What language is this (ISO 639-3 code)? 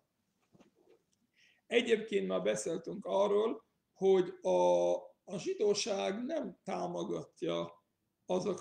hun